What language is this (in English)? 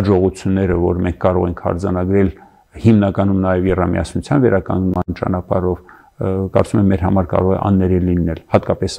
Armenian